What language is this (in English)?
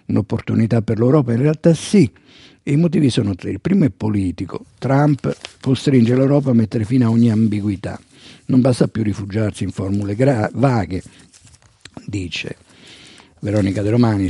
Italian